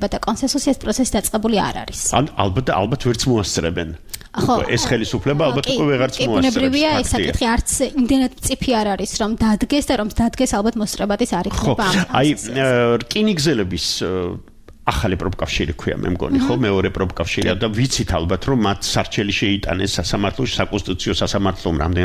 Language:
Georgian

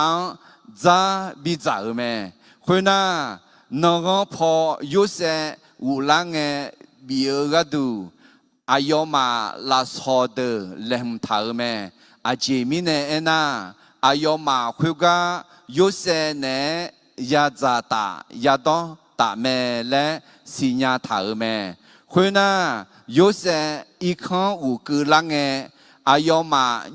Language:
Akha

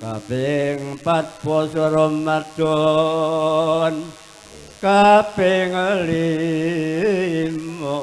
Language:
Javanese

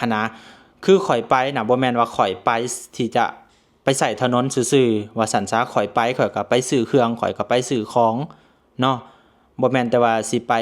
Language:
Lao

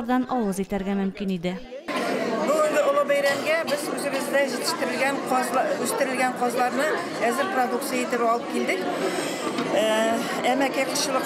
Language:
Tatar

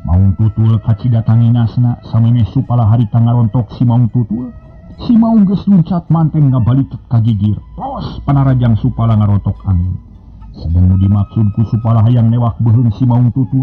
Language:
Sundanese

